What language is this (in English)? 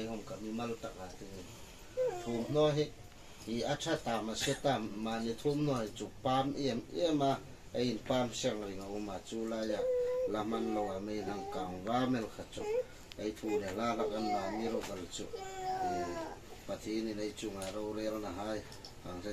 Hmar